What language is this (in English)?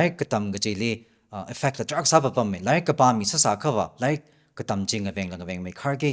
Tangkhul Naga (India)